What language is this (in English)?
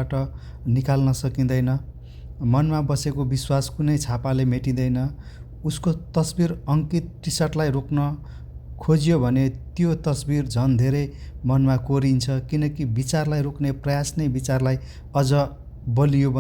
Nepali